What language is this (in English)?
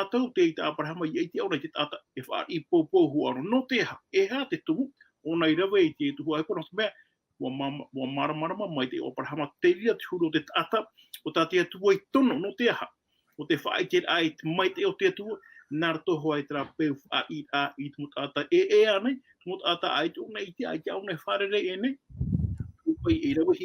Tahitian